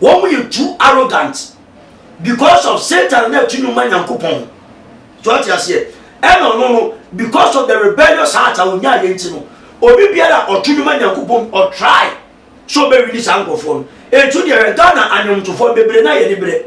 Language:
Akan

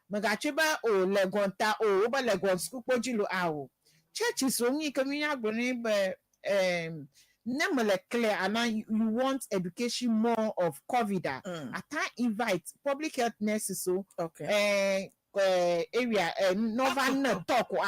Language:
Ewe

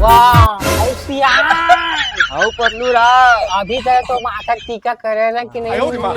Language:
Chhattisgarhi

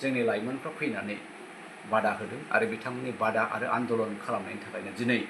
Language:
Bodo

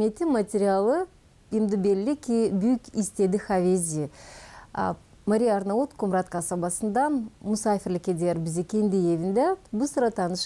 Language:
Gagauz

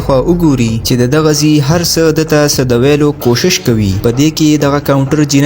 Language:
Pashto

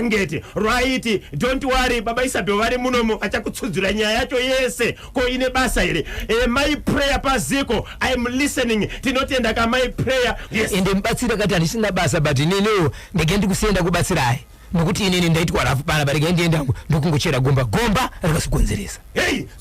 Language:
Shona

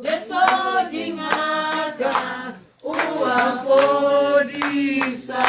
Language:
Tswana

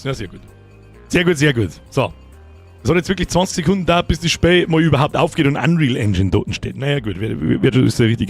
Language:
Bavarian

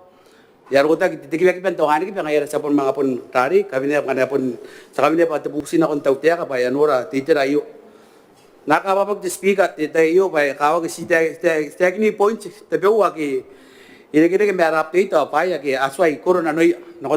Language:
Gilbertese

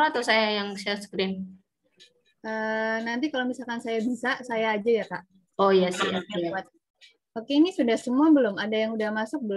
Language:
Indonesian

